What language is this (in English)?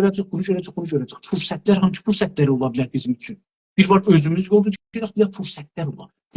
South Azerbaijani